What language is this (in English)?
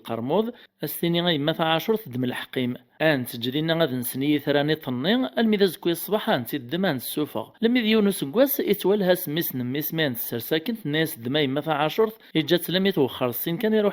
Kabyle